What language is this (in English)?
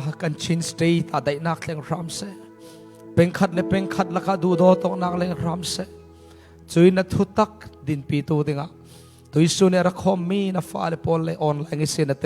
Falam Chin